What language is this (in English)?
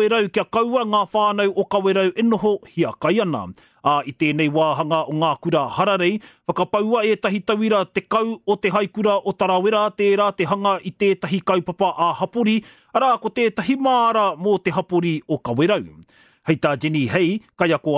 Māori